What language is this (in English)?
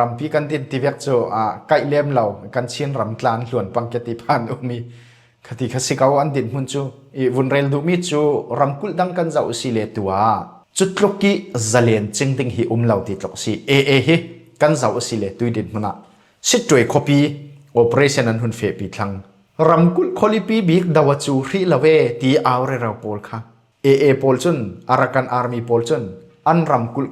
Falam Chin